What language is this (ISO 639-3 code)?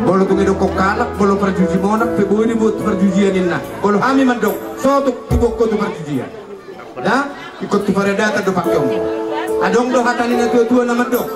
bbc